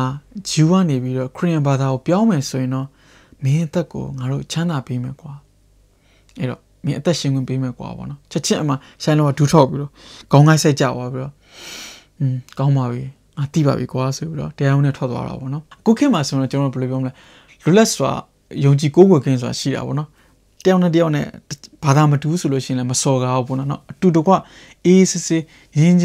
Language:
Burmese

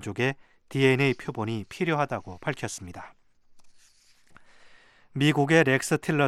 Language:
Korean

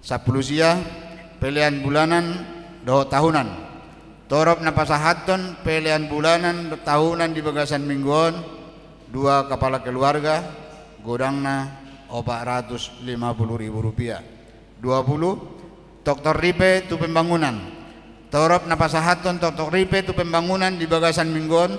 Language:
Batak Toba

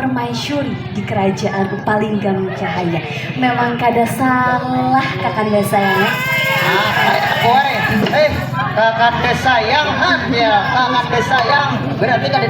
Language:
Banjar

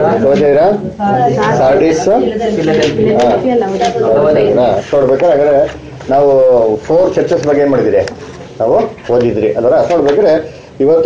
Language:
Kannada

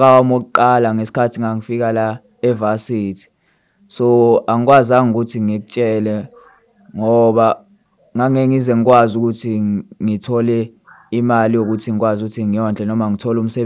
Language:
Zulu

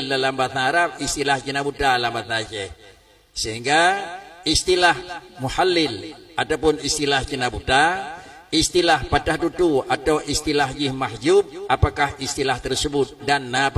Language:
Achinese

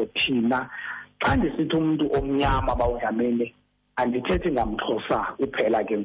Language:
Xhosa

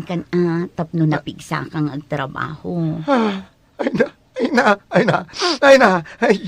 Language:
Iloko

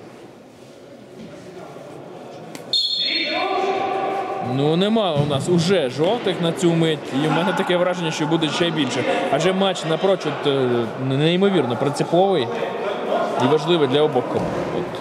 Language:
Ukrainian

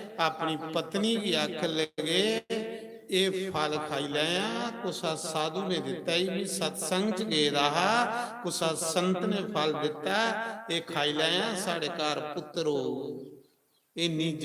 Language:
Dogri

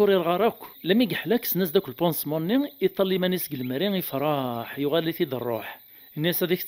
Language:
Kabyle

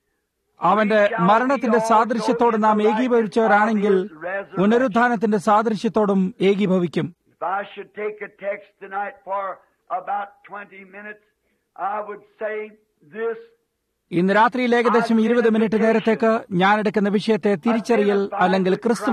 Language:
Malayalam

